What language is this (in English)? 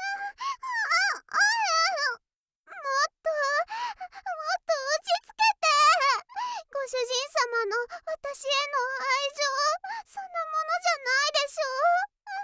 Japanese